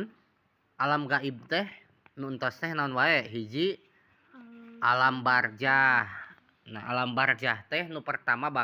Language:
Sundanese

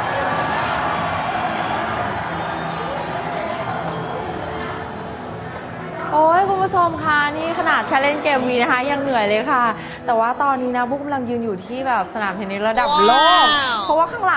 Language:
Thai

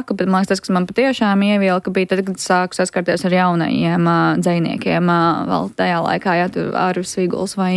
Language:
Latvian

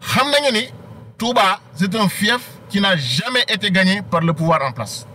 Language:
Wolof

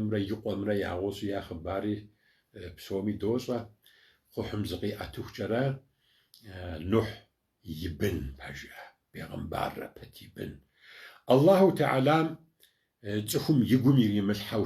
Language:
Kabardian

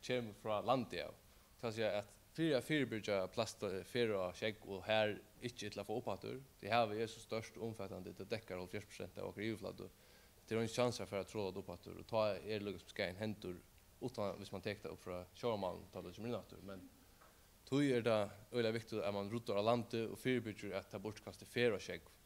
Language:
Faroese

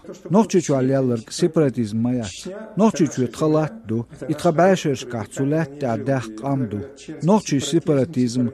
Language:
Chechen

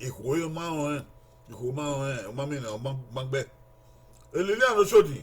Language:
Bini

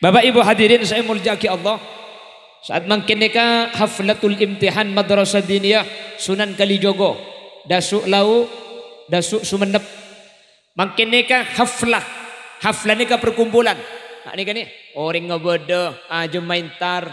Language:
Madurese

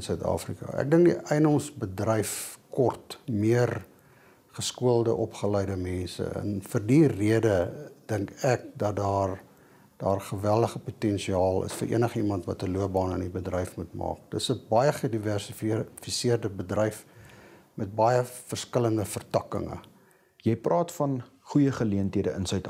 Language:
Afrikaans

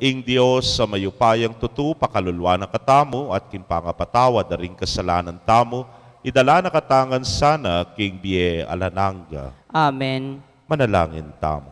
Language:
Pampanga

